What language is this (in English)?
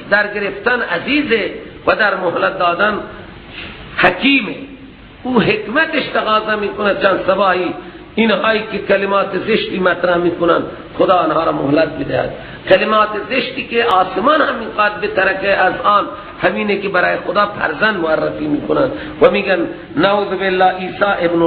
Persian